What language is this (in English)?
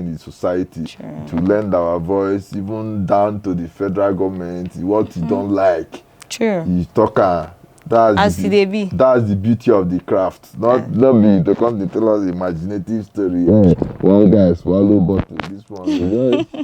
Igbo